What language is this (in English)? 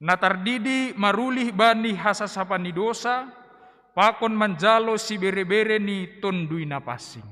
Batak Simalungun